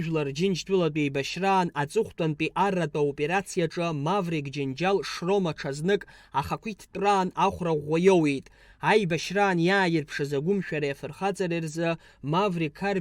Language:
Abkhazian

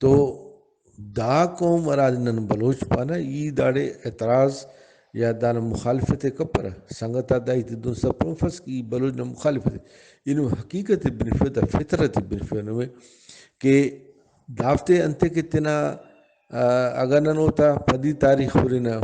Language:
Brahui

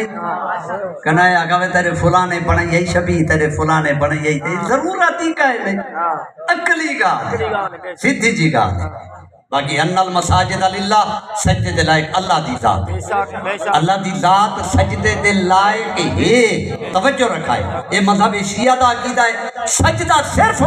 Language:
Saraiki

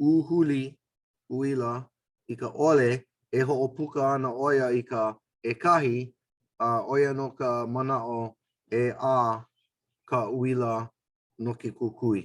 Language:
Hawaiian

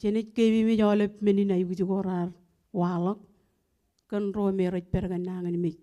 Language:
Marshallese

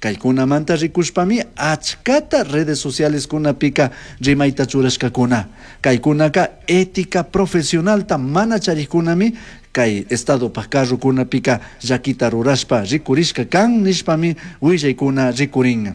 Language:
Chimborazo Highland Quichua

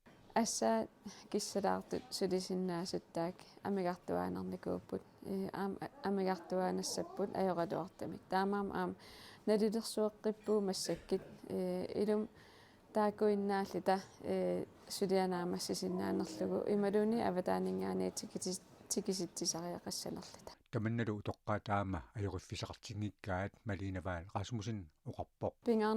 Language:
Kalaallisut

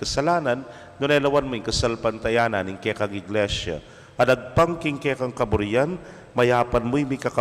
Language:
Pampanga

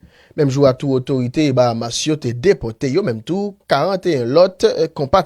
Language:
Haitian Creole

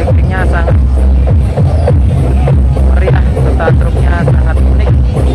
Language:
Indonesian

